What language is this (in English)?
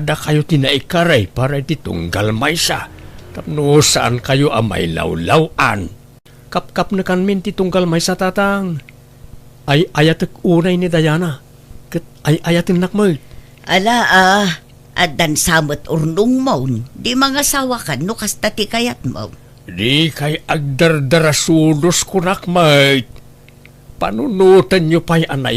Iloko